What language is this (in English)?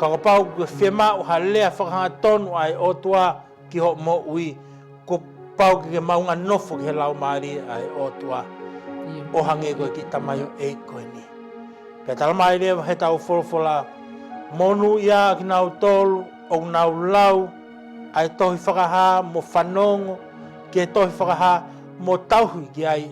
Tongan